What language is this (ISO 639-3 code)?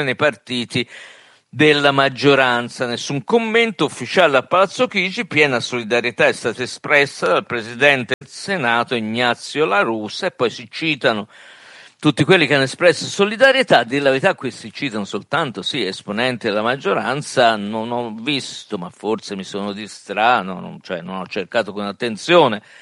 ita